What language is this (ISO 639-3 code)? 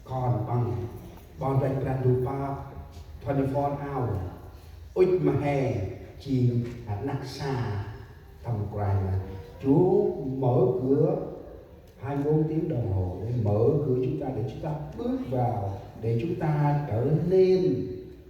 cmo